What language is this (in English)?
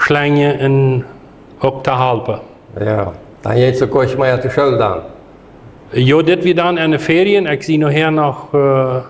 Plautdietsch